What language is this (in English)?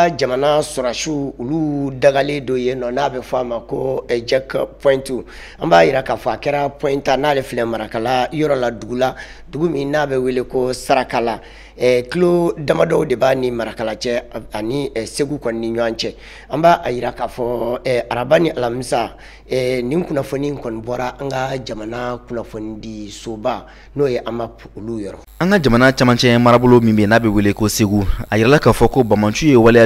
Bambara